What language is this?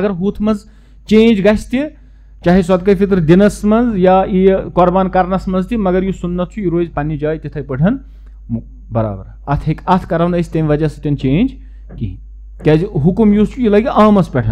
Kashmiri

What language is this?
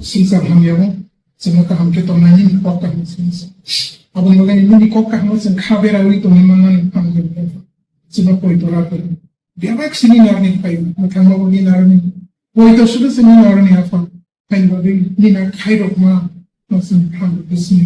Kok Borok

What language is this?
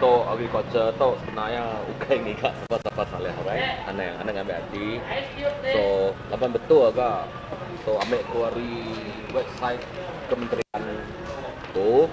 Iban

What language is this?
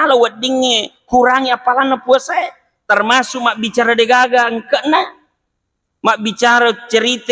Buginese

